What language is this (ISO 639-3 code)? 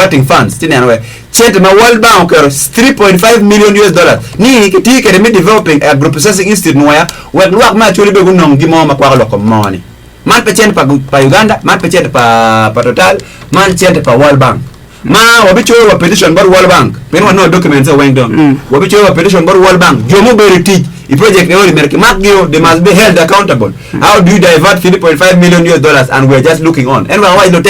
ach